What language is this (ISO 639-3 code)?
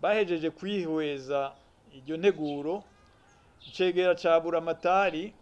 run